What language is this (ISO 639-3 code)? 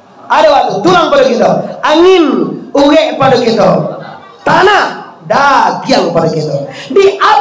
min